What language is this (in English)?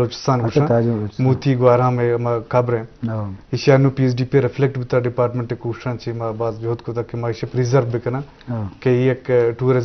Eastern Balochi